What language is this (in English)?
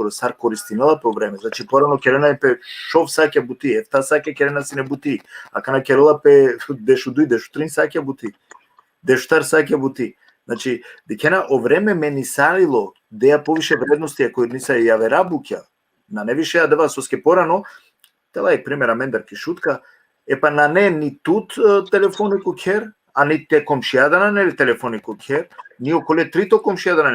Balkan Romani